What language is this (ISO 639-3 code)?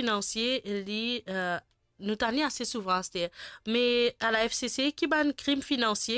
mfe